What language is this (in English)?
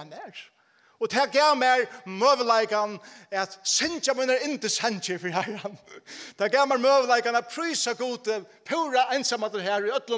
Faroese